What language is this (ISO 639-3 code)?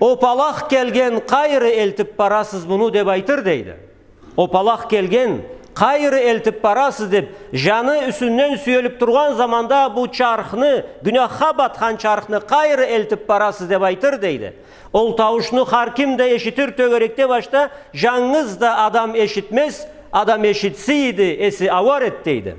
krc